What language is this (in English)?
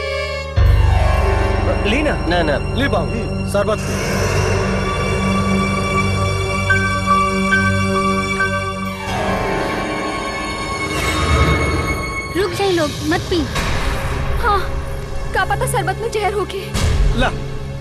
Bhojpuri